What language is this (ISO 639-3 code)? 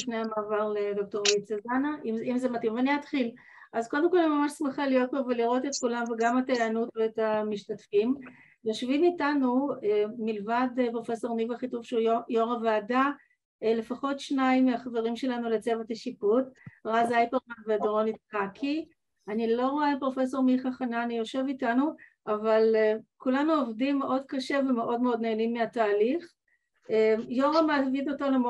heb